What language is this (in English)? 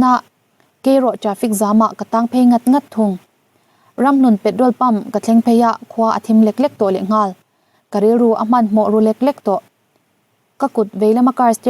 Mizo